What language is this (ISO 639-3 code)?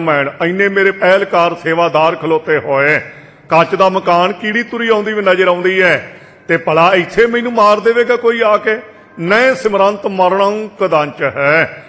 pan